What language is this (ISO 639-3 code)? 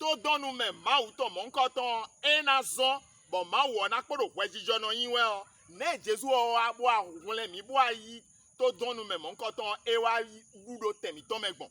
fon